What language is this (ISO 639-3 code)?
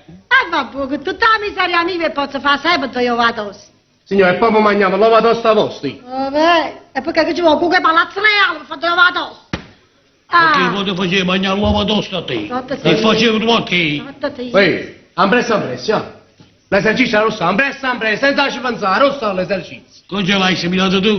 nap